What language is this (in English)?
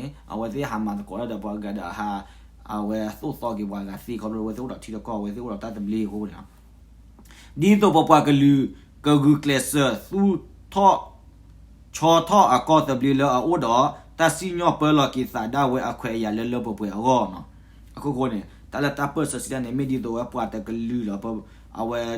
S'gaw Karen